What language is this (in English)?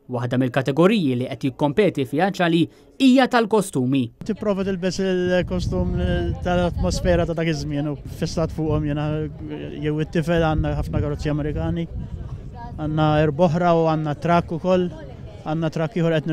Maltese